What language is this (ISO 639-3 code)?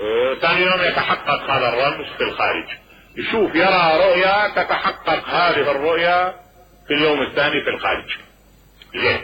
acm